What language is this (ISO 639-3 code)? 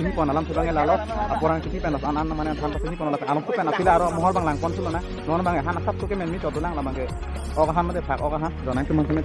mjw